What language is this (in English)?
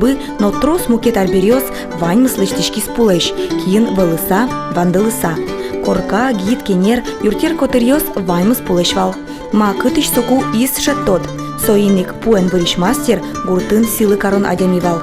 Udmurt